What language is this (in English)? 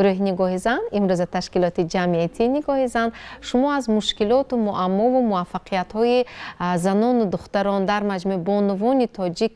Tajik